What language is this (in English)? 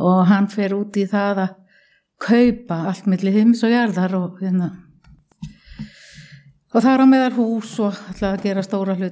Icelandic